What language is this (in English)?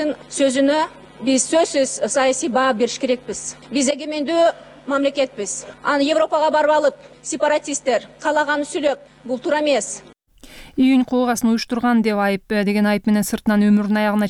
Kyrgyz